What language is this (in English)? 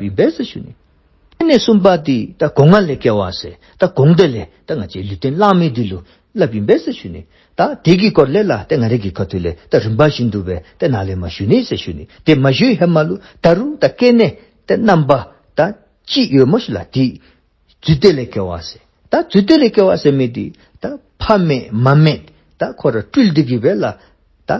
Dzongkha